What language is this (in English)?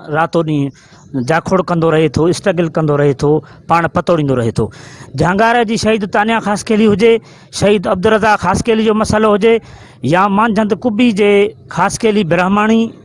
Sindhi